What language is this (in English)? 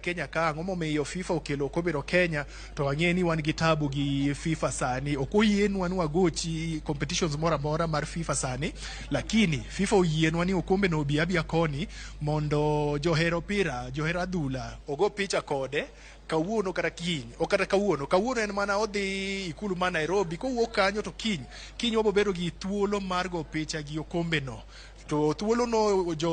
Luo (Kenya and Tanzania)